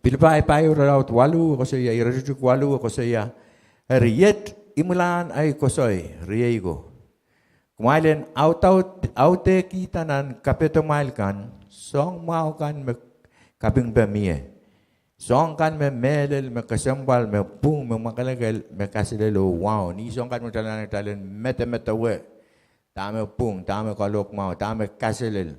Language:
Pohnpeian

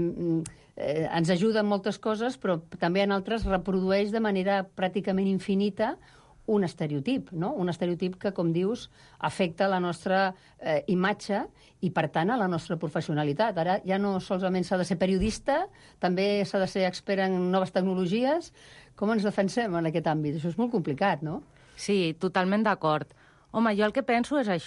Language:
Catalan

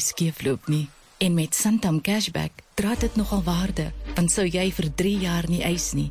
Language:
Afrikaans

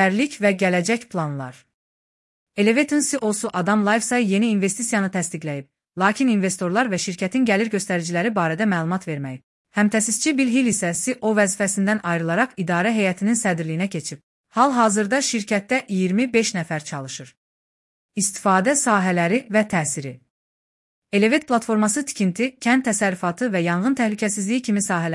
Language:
Azerbaijani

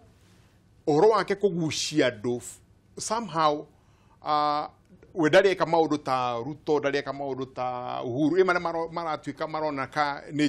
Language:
Kikuyu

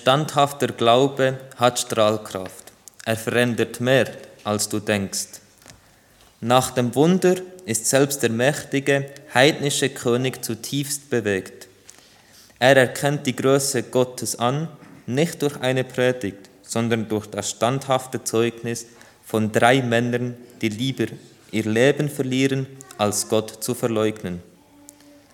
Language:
German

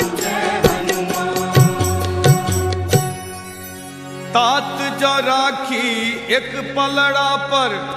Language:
Maithili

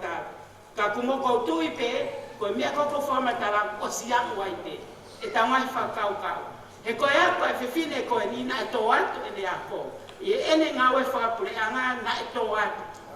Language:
Tongan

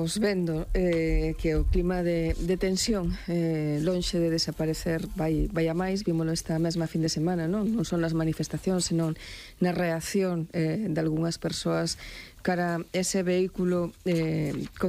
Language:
Galician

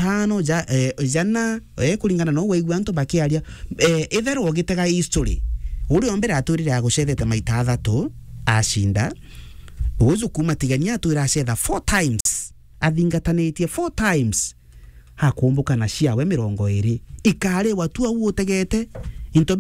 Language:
Meru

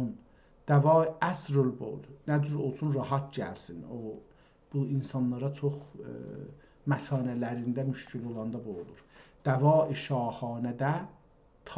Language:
South Azerbaijani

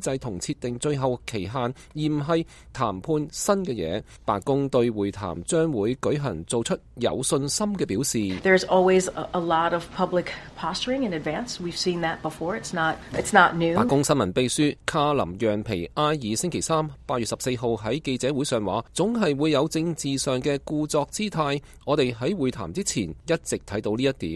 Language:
Cantonese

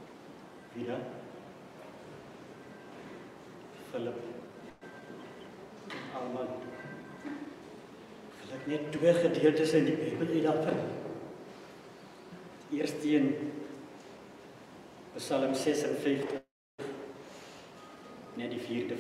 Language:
Afrikaans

